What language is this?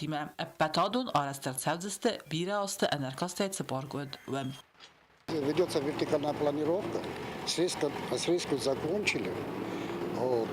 Ossetic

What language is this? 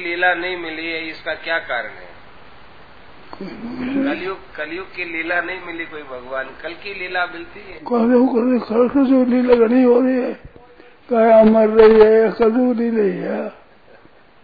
Hindi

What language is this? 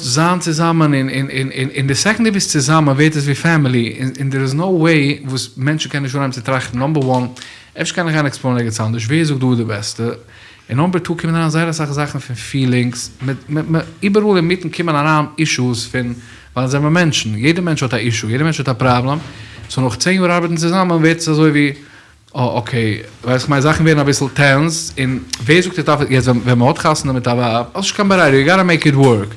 Yiddish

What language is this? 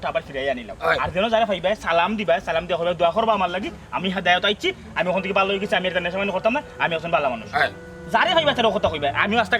Sylheti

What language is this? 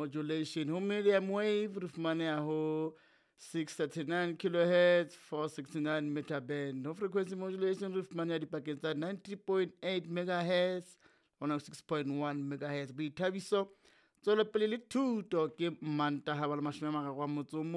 Southern Sotho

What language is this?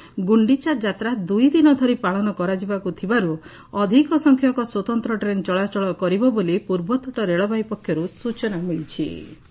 Odia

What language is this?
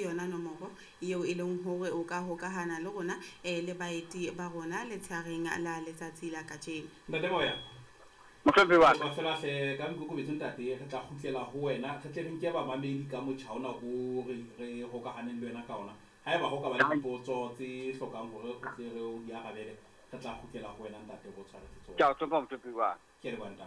Southern Sotho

